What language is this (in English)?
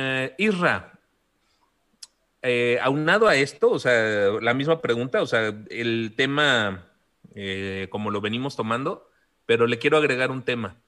Spanish